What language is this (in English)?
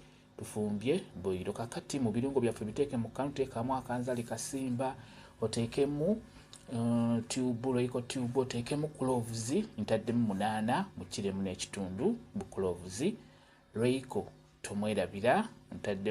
Ganda